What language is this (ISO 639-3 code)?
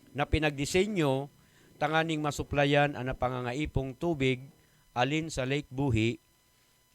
ubl